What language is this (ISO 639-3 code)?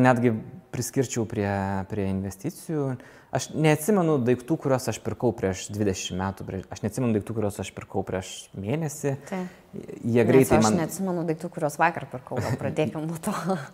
lit